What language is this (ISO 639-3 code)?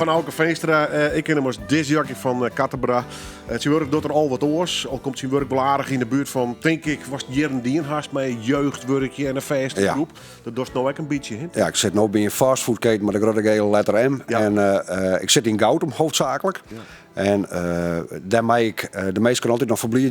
fry